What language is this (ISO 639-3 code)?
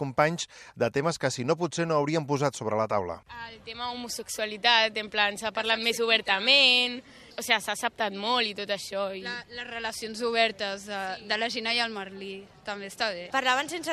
cat